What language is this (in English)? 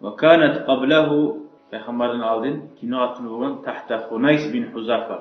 Kumyk